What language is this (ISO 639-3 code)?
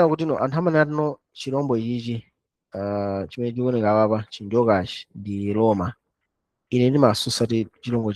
nya